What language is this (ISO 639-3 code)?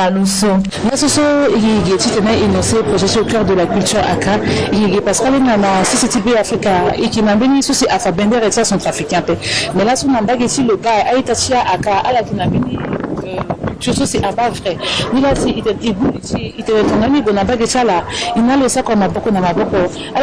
sag